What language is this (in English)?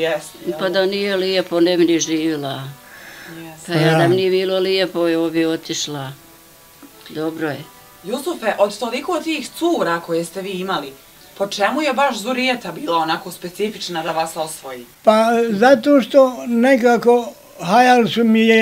Bosnian